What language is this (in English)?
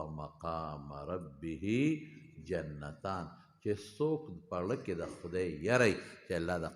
Pashto